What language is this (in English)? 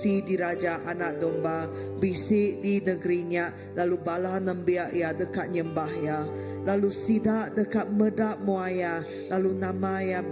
Iban